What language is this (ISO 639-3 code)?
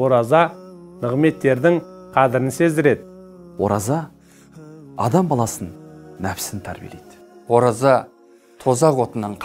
kaz